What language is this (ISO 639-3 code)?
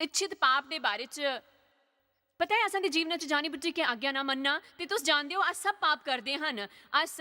doi